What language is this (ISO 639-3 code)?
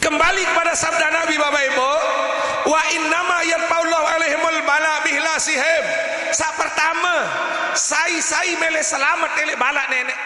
sas